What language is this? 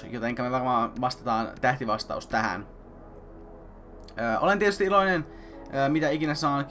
Finnish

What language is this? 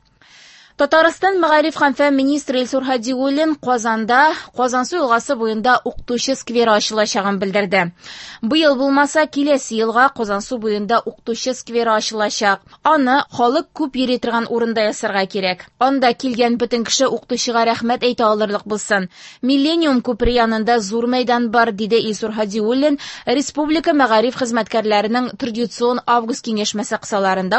Tatar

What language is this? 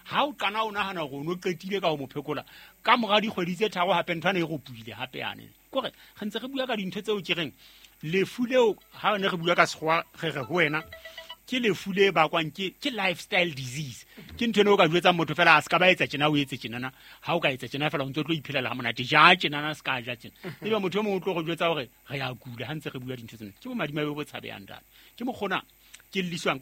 Southern Sotho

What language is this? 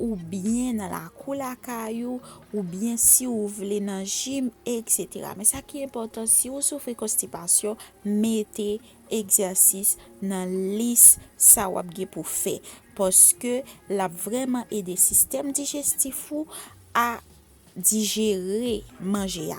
Haitian Creole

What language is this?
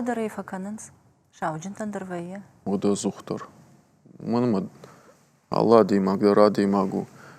Ossetic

